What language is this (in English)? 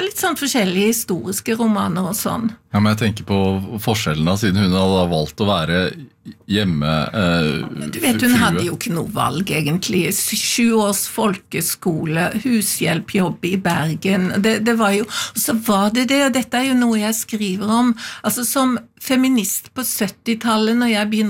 Norwegian